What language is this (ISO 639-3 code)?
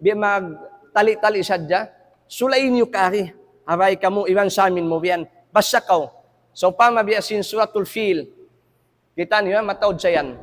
tsg